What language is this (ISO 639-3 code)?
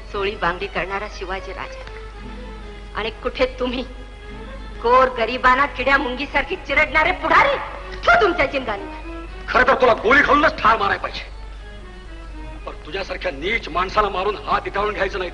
mar